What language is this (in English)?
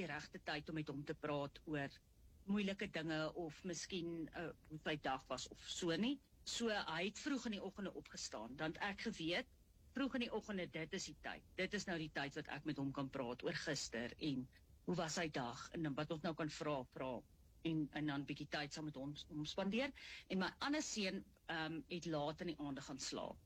Afrikaans